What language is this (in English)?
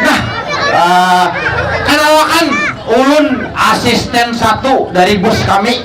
Banjar